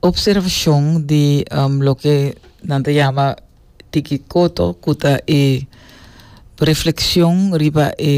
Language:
Papiamento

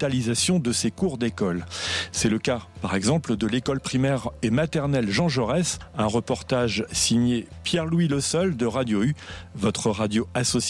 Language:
French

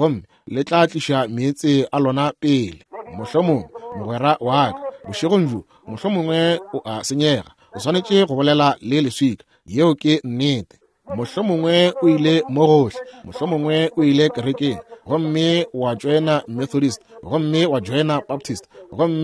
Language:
Northern Sotho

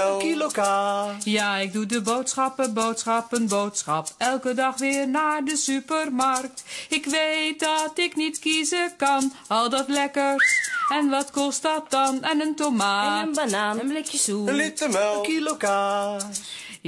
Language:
Dutch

